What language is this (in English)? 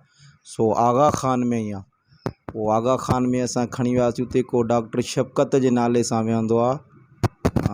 Sindhi